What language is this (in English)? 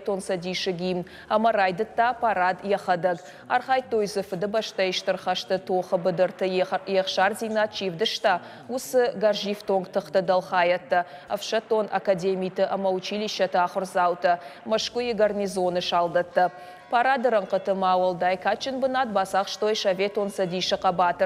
Ossetic